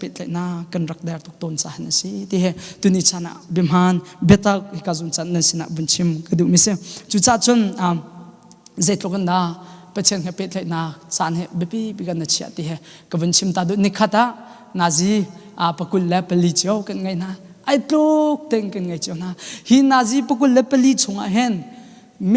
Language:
Hakha Chin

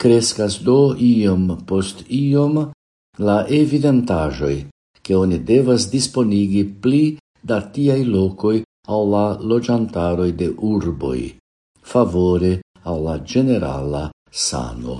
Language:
Esperanto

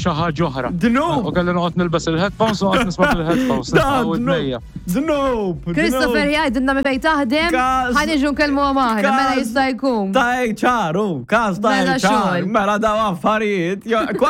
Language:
Maltese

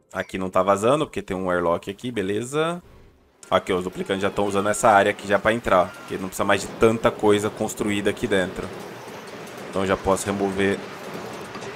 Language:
Portuguese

